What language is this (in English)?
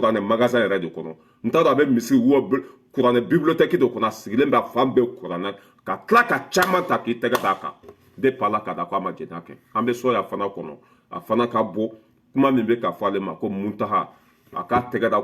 Bambara